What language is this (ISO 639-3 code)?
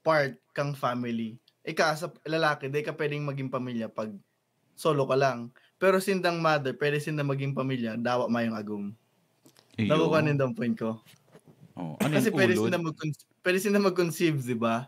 bik